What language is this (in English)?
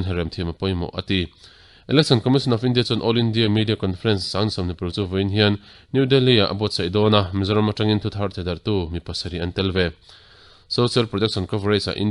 Mizo